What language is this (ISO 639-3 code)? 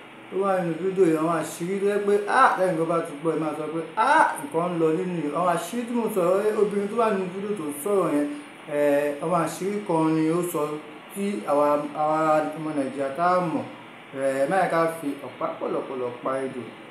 yor